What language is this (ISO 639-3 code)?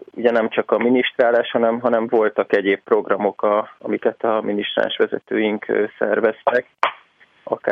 hun